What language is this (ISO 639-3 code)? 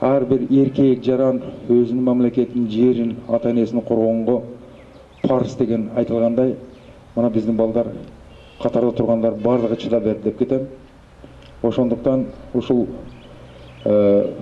kir